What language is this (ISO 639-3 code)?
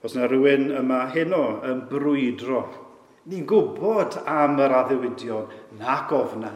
cym